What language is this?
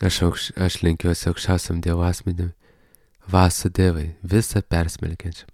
Lithuanian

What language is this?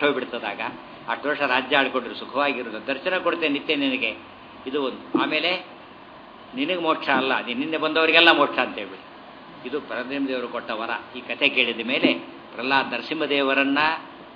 Kannada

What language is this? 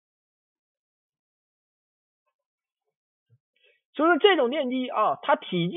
Chinese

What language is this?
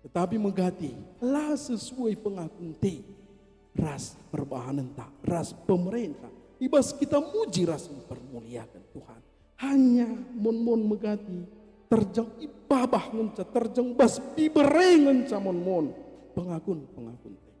Batak Karo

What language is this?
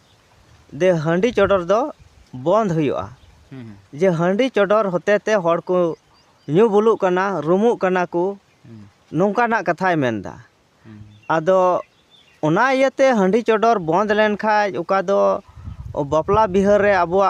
Santali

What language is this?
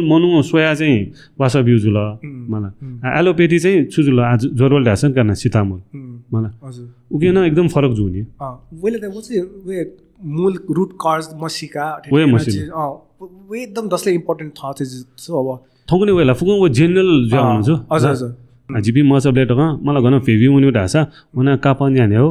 Newari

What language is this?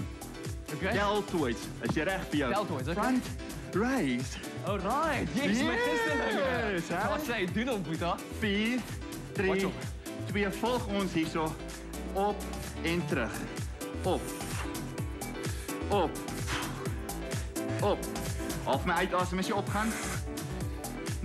Afrikaans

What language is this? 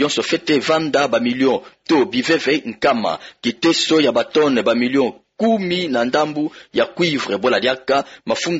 Kituba (Democratic Republic of Congo)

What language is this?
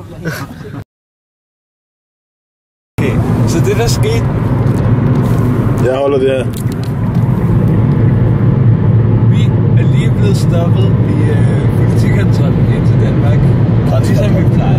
Danish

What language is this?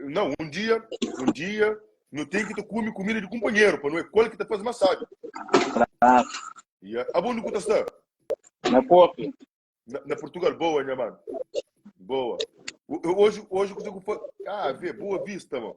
Kabuverdianu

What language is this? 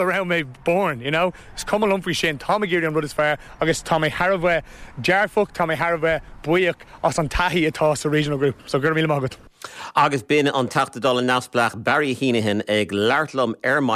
Irish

